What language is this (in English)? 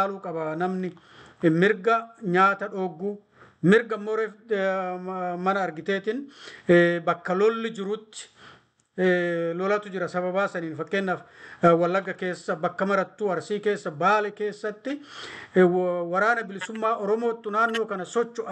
Oromo